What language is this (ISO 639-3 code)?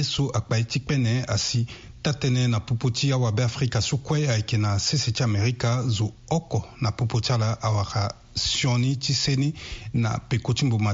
sag